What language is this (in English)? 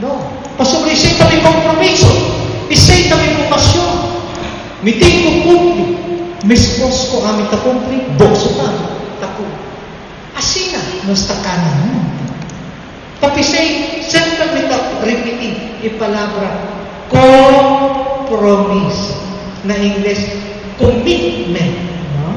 Papiamento